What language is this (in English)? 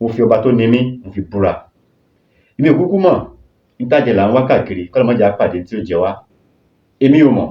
Yoruba